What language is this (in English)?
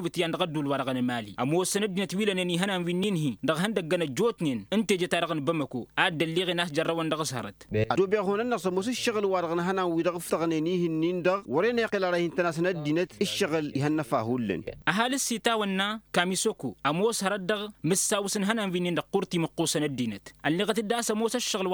Tamasheq